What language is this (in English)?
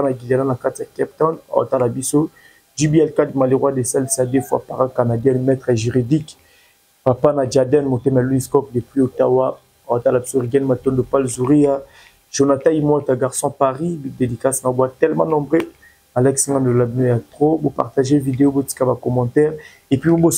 Lingala